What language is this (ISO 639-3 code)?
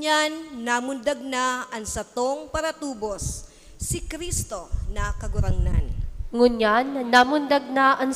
bik